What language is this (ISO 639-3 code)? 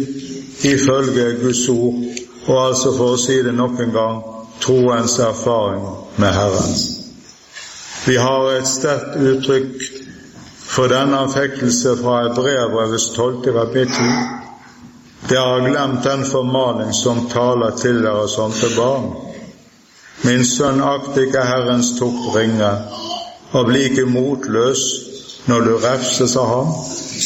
nor